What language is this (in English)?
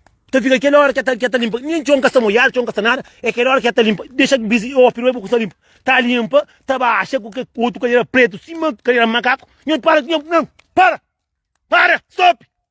Kabuverdianu